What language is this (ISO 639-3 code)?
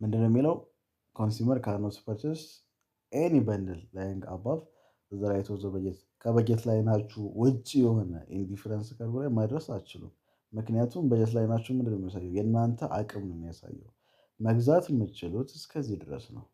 amh